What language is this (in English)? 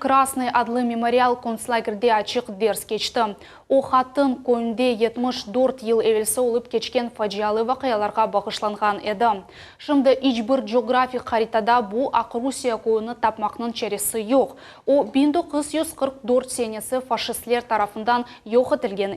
Crimean Tatar